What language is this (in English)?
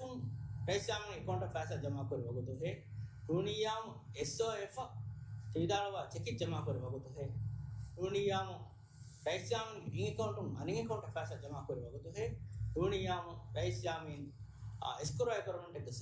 Divehi